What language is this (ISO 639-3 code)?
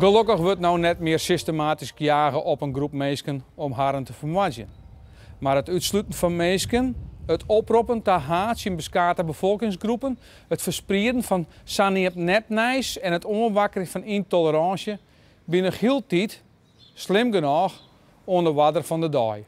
fry